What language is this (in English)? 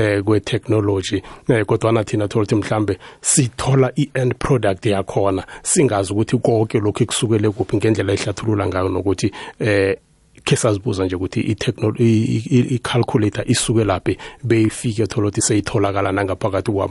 South Ndebele